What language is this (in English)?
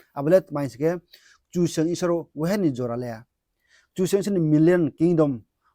Riang (India)